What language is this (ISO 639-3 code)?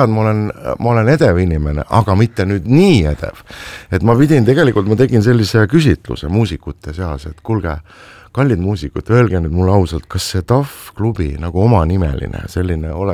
est